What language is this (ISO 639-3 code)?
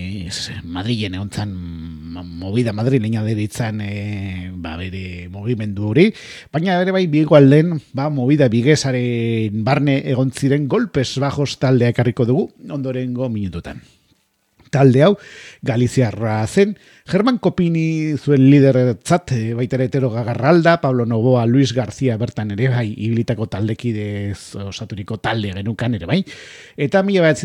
eus